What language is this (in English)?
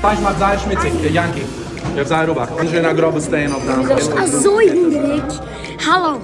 Yiddish